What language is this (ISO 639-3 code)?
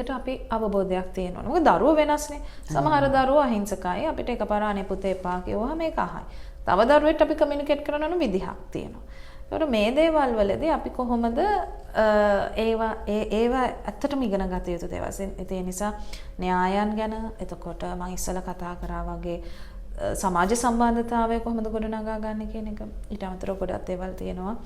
sin